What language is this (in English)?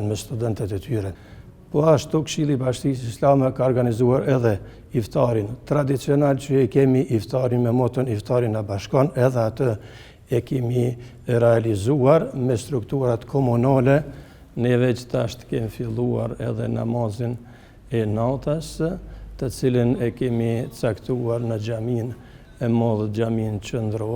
Albanian